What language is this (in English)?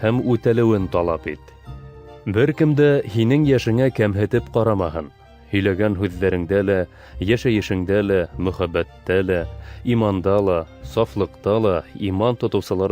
Bashkir